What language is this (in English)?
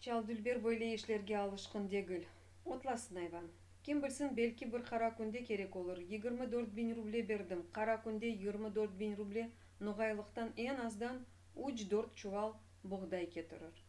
Crimean Tatar